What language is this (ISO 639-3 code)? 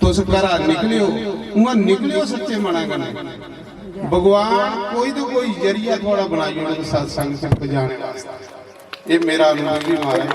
doi